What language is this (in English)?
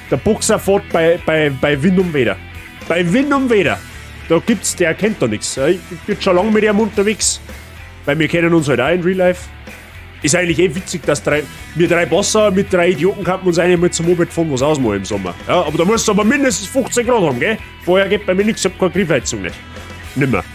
Bavarian